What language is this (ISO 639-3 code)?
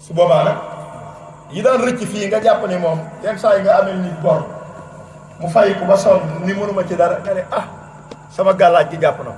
wol